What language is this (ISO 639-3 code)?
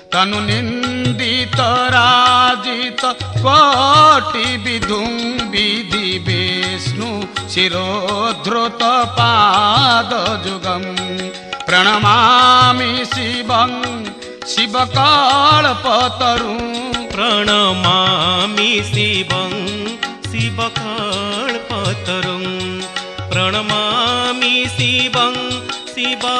ori